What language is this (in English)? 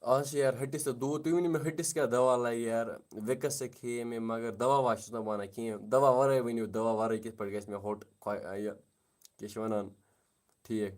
Kashmiri